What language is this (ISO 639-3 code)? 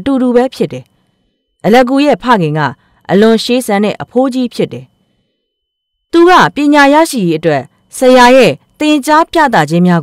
mya